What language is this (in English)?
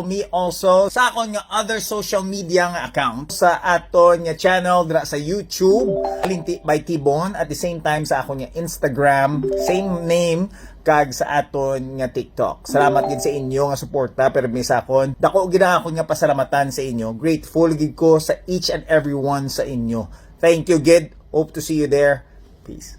Hiligaynon